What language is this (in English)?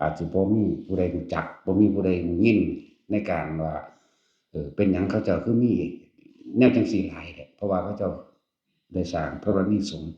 Northeastern Thai